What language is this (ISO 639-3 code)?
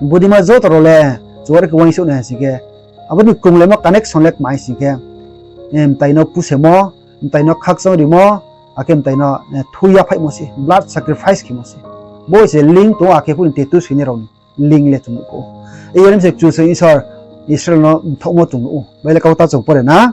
ria